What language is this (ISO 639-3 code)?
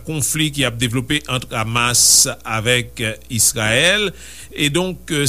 hat